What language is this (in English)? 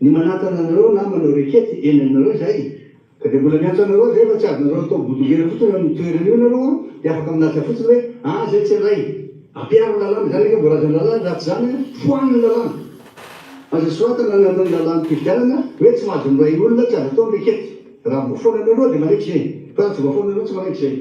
Malagasy